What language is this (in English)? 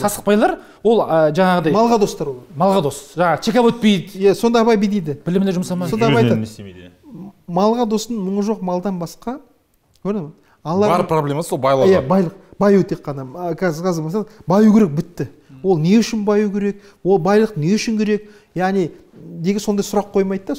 Kazakh